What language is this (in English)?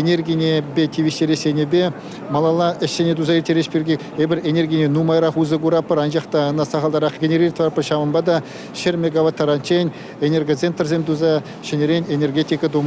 Chuvash